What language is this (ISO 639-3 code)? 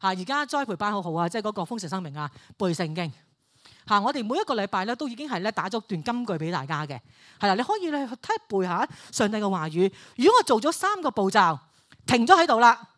yue